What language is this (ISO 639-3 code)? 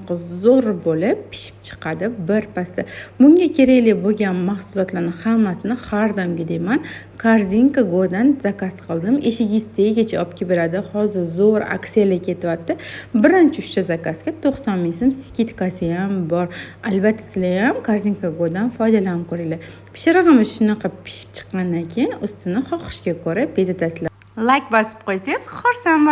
uzb